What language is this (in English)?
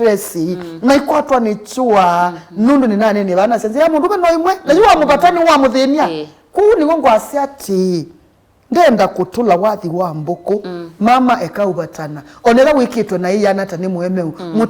Kamba